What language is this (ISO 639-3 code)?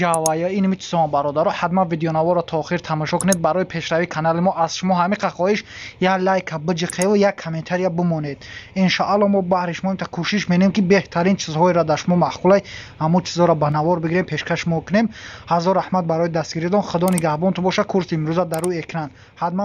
tgk